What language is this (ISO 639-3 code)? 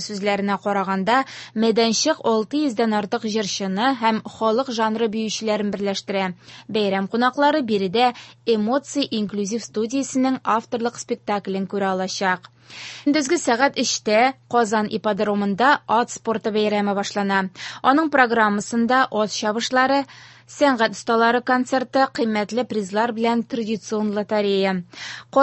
tat